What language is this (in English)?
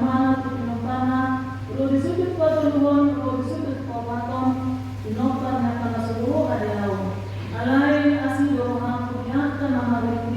Batak Toba